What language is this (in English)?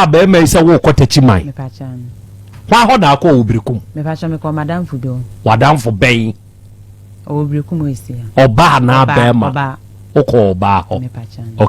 Akan